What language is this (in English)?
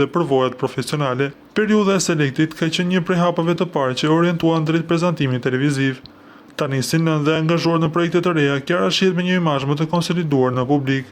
Albanian